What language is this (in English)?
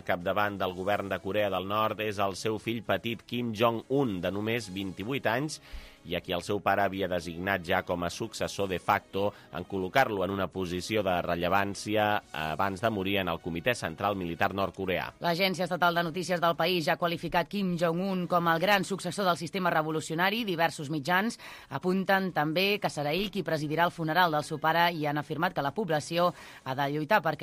Catalan